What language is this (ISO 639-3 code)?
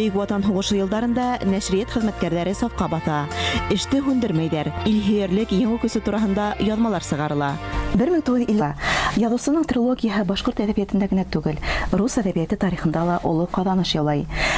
bak